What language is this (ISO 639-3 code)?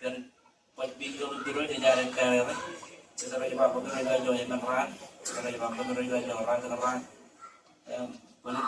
mah